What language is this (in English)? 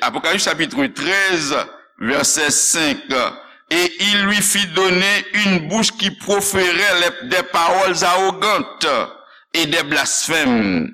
Haitian Creole